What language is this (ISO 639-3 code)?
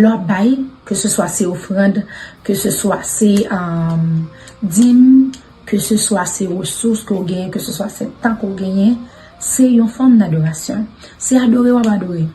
hat